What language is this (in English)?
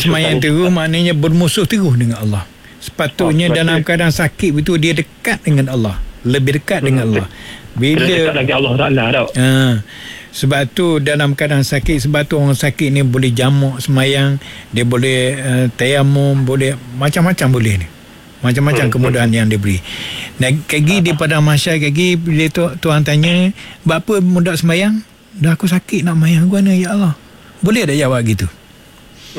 Malay